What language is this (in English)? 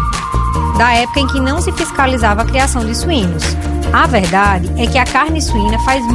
Portuguese